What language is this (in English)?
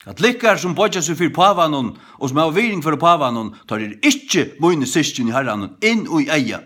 Faroese